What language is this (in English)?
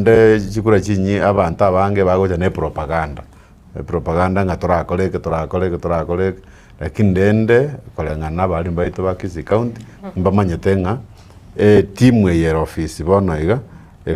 Gusii